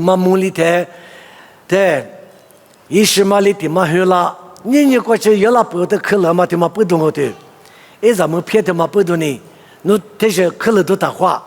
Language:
Lisu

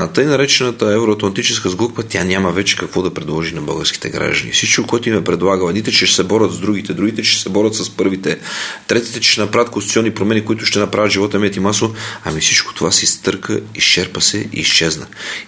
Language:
Bulgarian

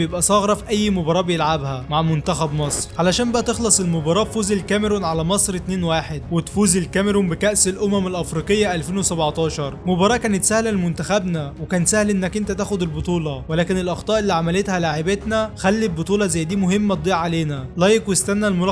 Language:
Egyptian Arabic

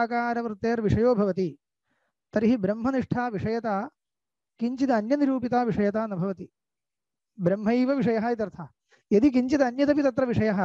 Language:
Sanskrit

